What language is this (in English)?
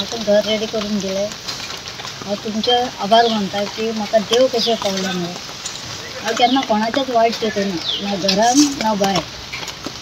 Konkani